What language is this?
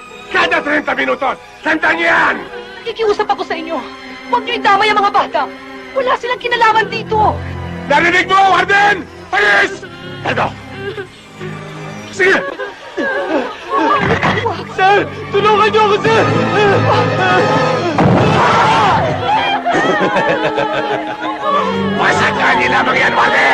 Filipino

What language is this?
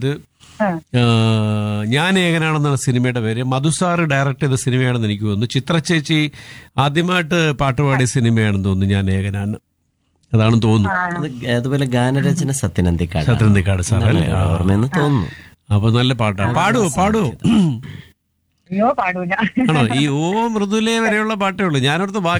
Malayalam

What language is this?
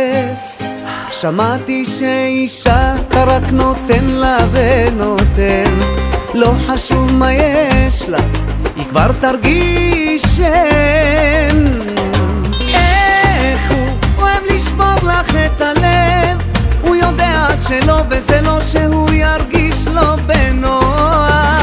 Hebrew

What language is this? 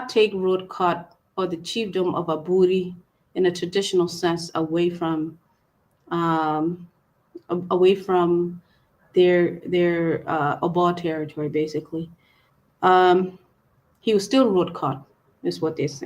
Acoli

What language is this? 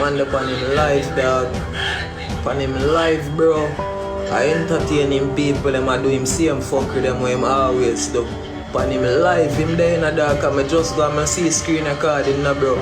Jamaican Creole English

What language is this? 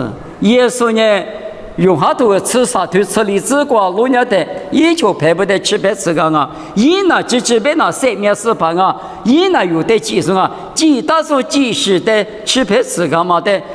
Lisu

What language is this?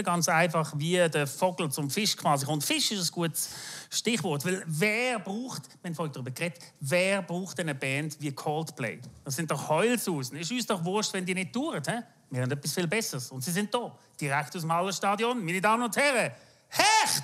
Swiss German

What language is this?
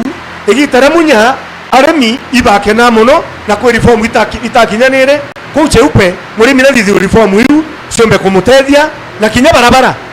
Meru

